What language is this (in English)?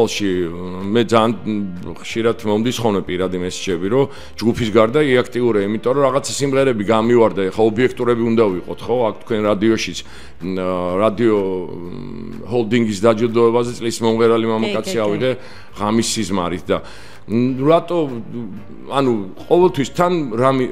Georgian